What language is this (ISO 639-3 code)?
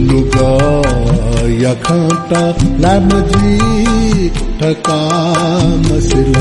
new